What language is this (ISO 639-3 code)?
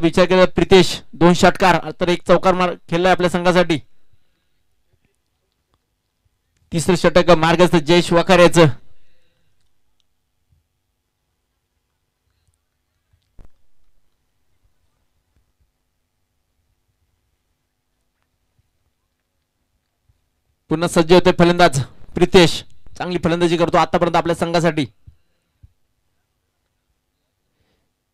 mar